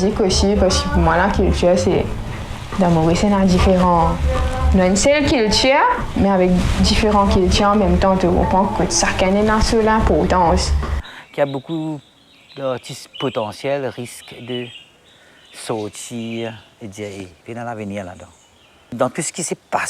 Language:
Morisyen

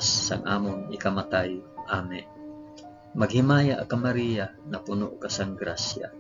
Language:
Hiligaynon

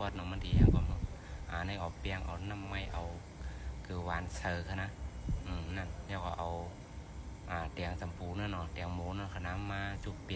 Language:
Shan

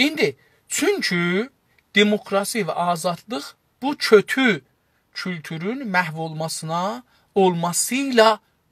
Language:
South Azerbaijani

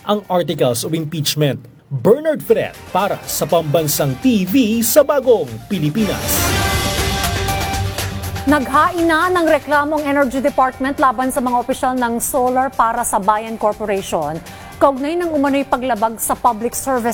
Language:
Filipino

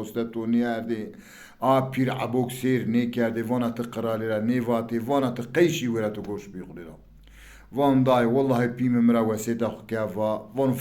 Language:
Zaza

